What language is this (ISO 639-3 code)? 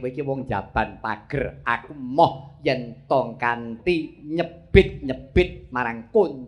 jav